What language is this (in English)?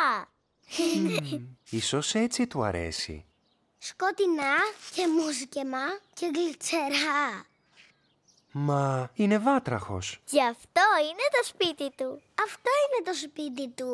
Greek